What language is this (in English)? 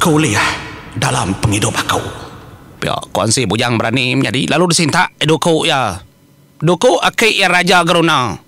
Iban